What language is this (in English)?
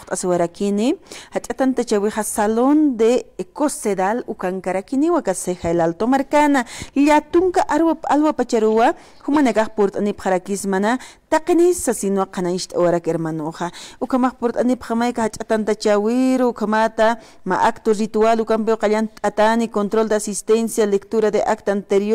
Aymara